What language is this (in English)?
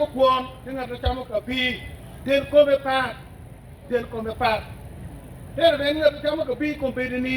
Acoli